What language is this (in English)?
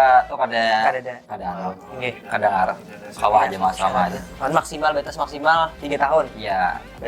Banjar